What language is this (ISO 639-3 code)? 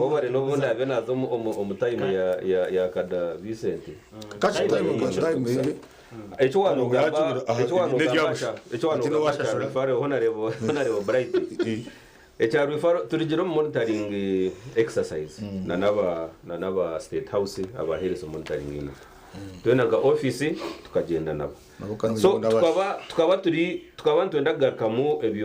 nyn